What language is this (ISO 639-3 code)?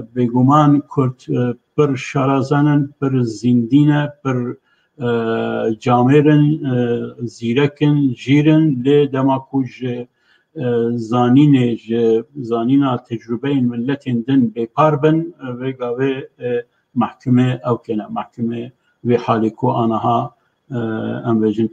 kur